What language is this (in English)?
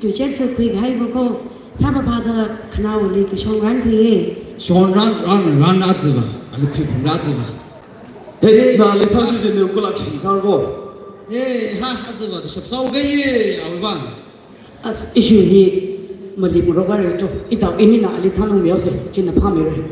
Tangkhul Naga (India)